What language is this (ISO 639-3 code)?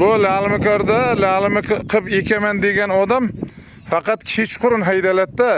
uzb